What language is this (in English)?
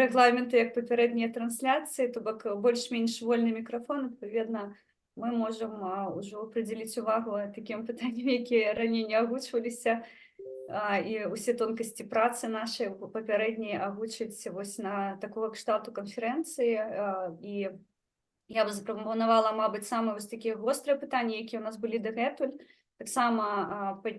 Belarusian